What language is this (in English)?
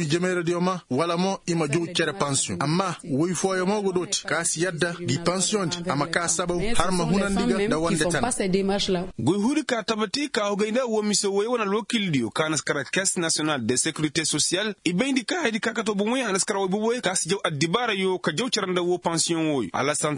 Koyraboro Senni